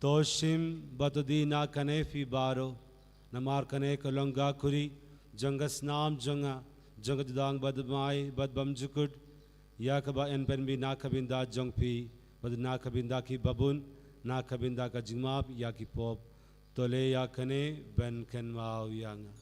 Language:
Khasi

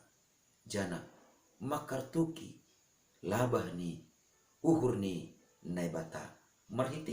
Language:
Batak Simalungun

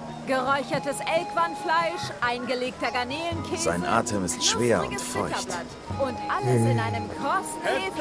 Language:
Swiss German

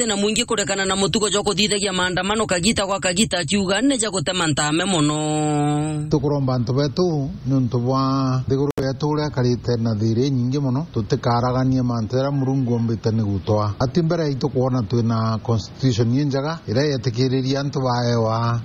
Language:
Meru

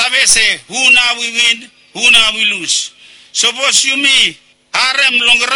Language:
Bislama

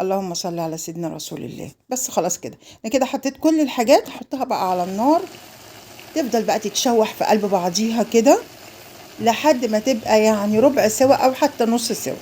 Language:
Egyptian Arabic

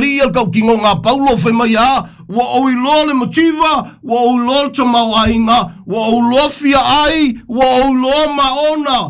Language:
Samoan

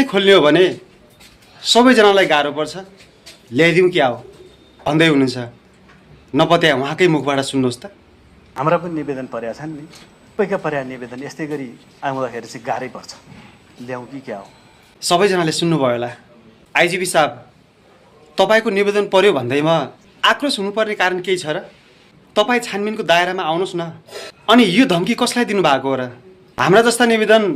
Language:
Nepali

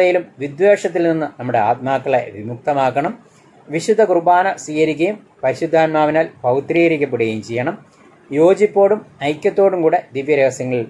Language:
Malayalam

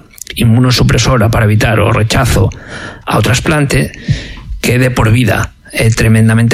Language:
Galician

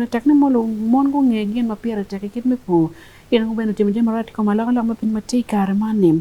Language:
Acoli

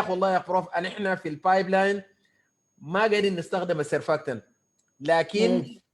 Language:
Sudanese Arabic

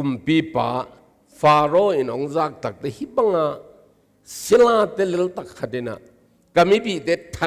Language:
Tedim Chin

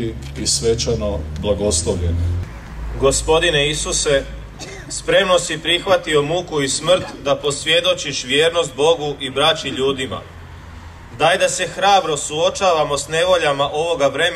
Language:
Croatian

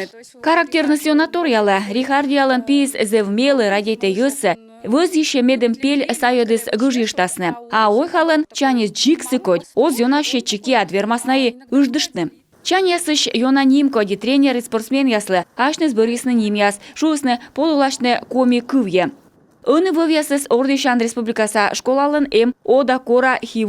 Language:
Komi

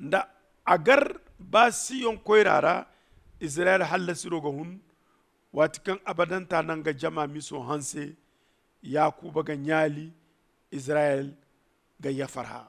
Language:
Zarma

